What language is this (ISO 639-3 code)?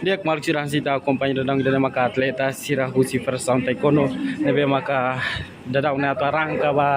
tet